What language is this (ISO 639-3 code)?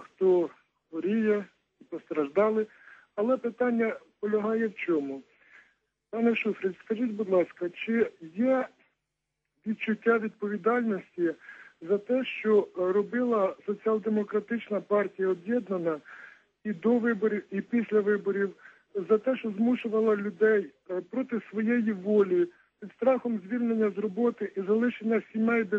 ukr